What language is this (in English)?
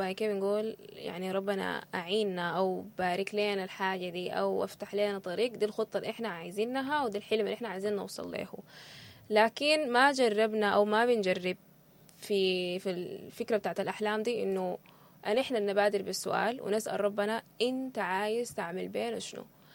Sudanese Arabic